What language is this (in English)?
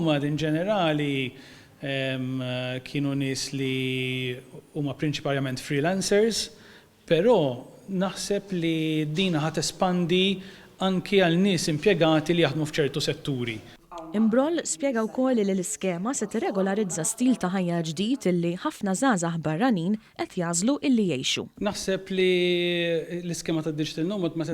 Maltese